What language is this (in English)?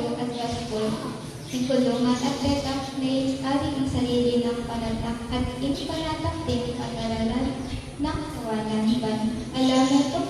Pampanga